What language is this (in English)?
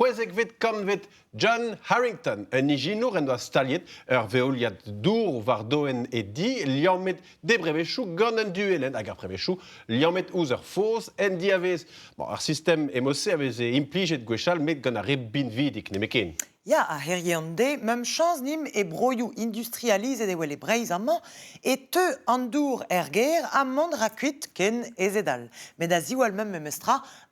Breton